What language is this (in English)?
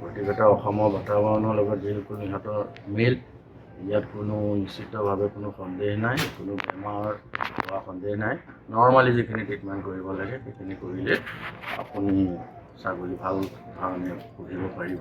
Assamese